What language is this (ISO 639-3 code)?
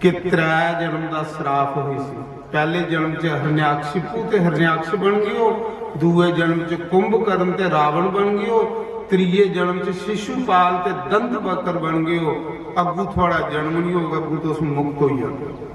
doi